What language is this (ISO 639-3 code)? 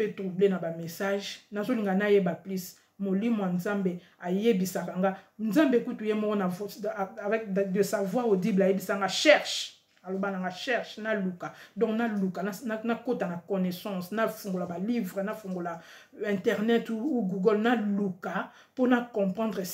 lin